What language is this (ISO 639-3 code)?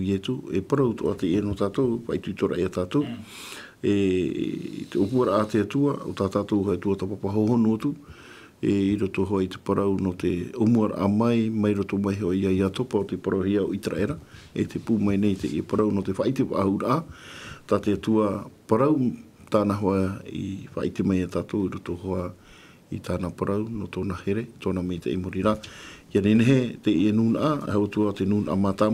tah